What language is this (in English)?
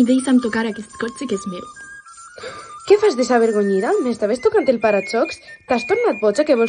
Catalan